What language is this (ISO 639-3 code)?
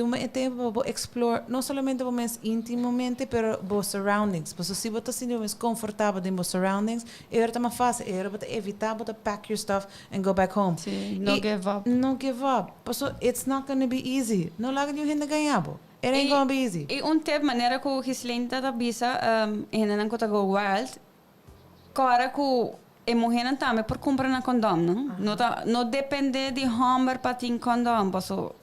pap